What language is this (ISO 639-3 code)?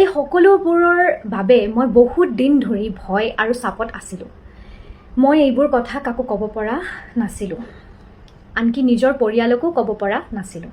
asm